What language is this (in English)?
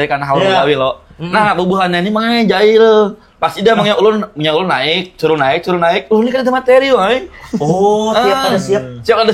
Banjar